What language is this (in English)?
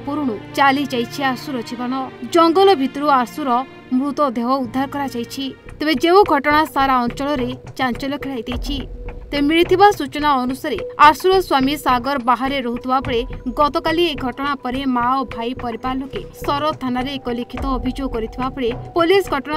Odia